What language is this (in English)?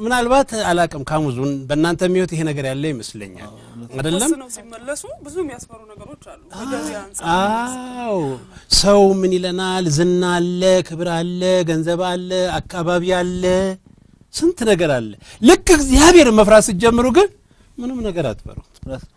Amharic